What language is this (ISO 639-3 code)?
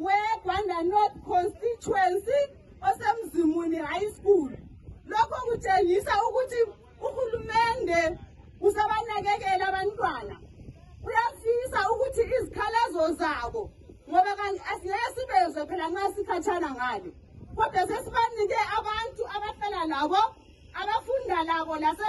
nde